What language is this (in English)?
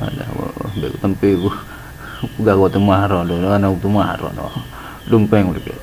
Achinese